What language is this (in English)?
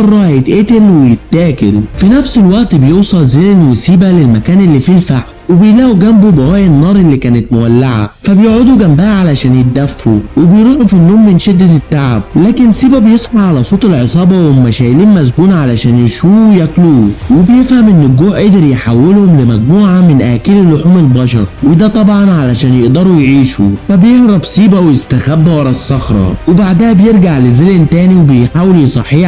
Egyptian Arabic